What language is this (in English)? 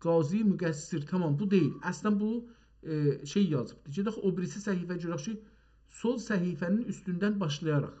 South Azerbaijani